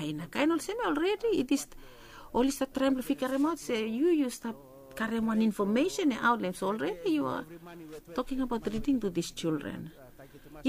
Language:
Bislama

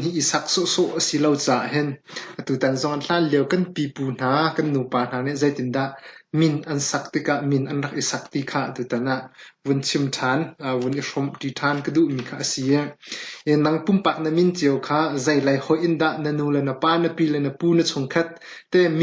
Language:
Hakha Chin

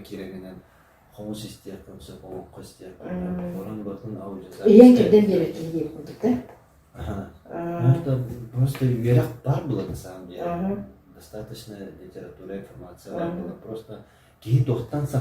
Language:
Yakut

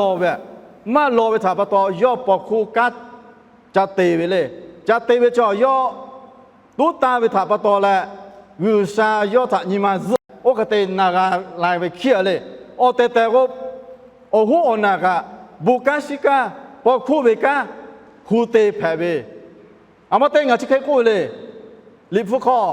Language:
Lahu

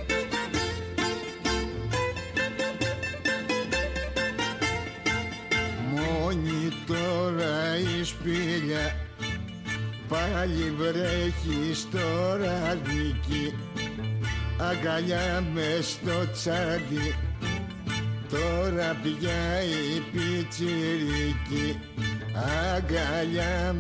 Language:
Greek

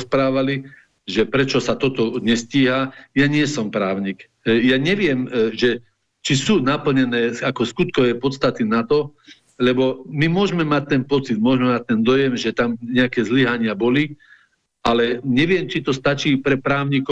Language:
Slovak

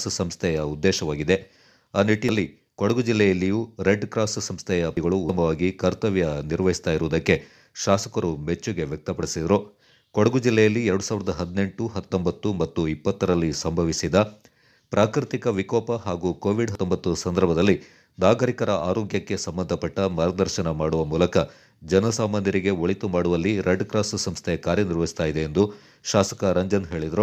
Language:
Kannada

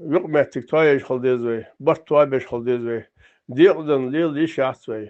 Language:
Ingush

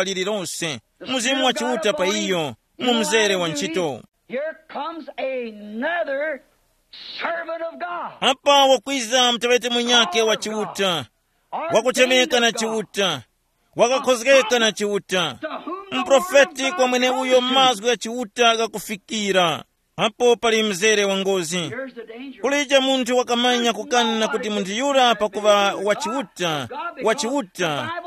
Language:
Tumbuka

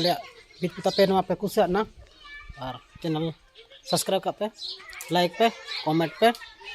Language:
Santali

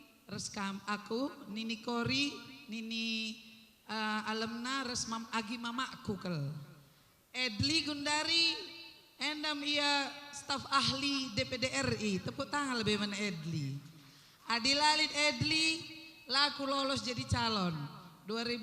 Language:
Batak Karo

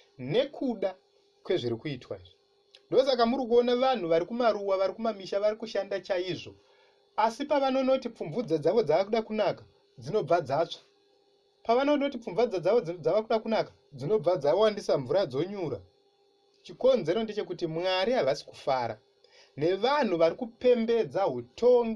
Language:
Shona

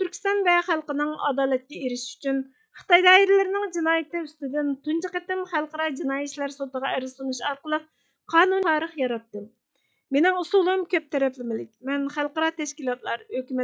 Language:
Uyghur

